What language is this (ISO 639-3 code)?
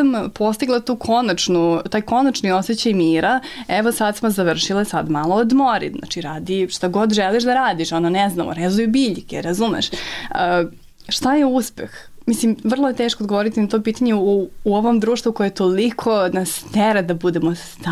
srp